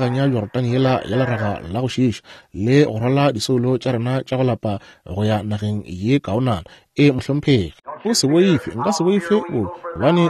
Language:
Northern Sotho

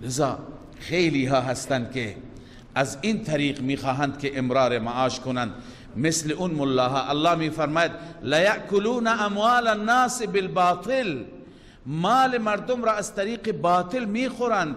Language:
Persian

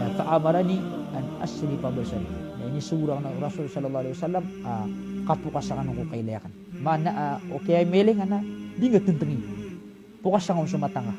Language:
Maranao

